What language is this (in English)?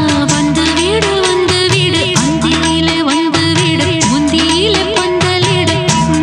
Tamil